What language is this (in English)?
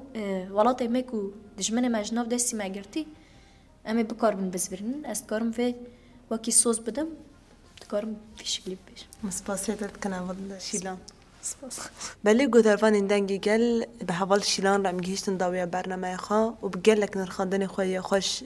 Kurdish